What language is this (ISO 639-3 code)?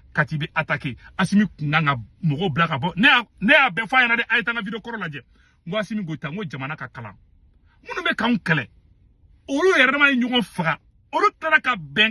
bam